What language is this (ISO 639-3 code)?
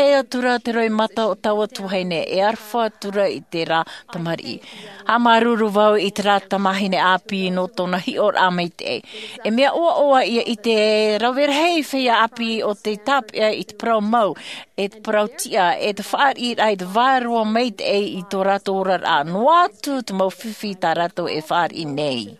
tah